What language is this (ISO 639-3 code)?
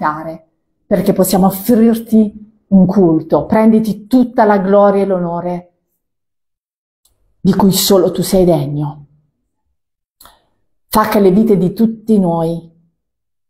ita